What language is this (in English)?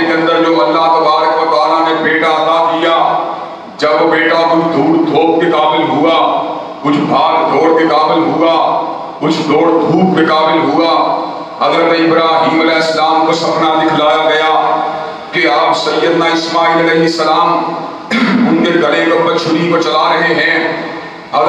Urdu